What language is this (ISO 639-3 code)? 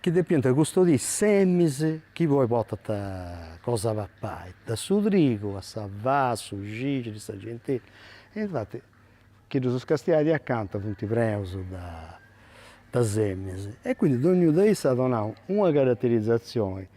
srd